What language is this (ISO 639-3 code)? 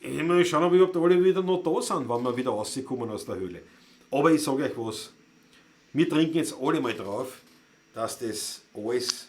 bar